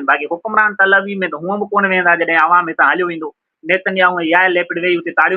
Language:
Sindhi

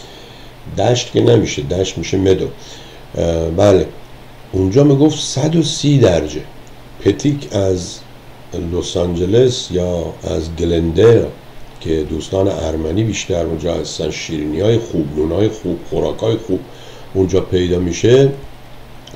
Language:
Persian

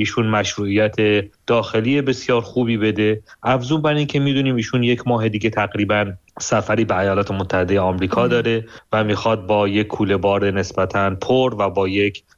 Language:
Persian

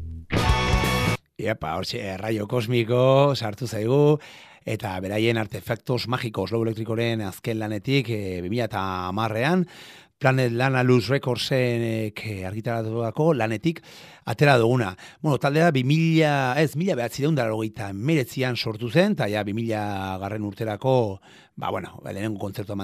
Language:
Basque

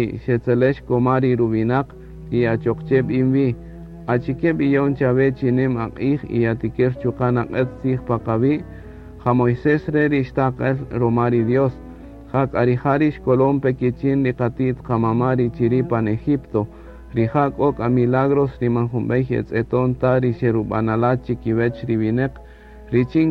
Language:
Kaqchikel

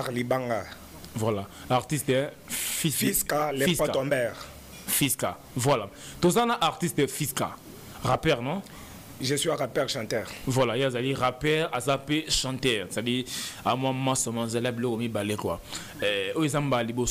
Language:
Lingala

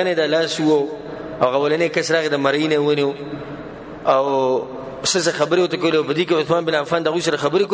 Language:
Pashto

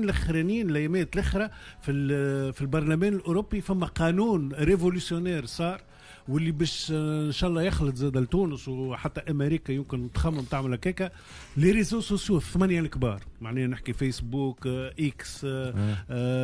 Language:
Tunisian Arabic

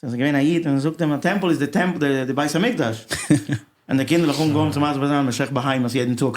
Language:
Yiddish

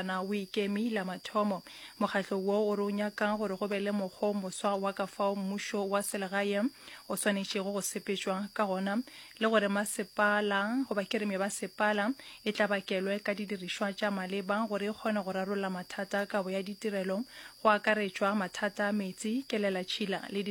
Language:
Northern Sotho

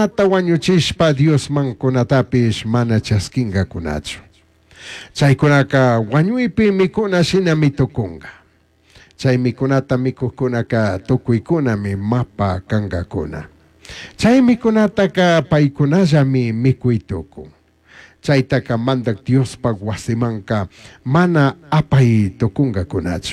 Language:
Chimborazo Highland Quichua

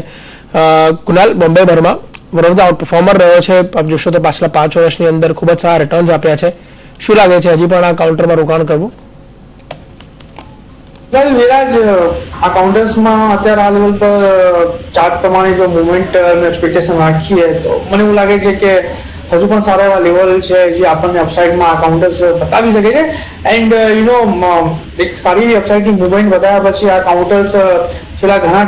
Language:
Gujarati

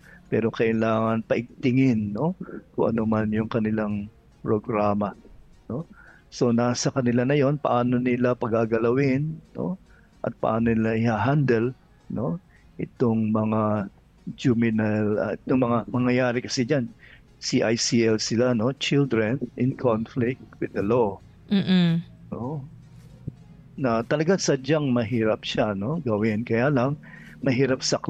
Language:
Filipino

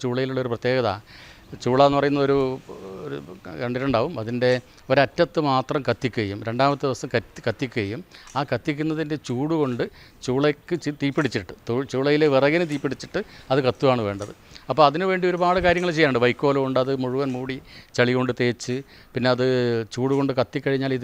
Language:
Malayalam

